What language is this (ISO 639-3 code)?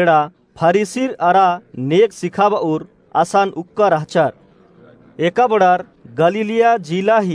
kru